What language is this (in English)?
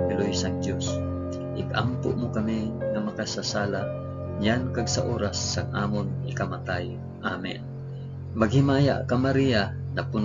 Hiligaynon